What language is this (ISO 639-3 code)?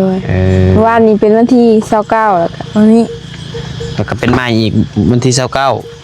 tts